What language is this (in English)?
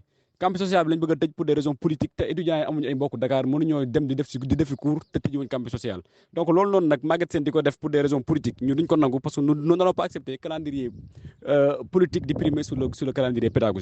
Wolof